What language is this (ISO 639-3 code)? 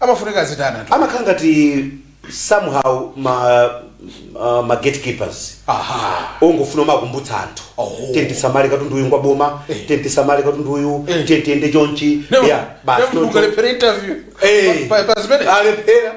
nya